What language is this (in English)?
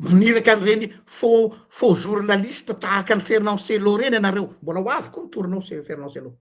Malagasy